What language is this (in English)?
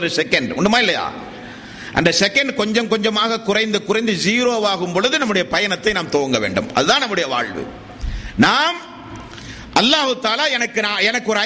Tamil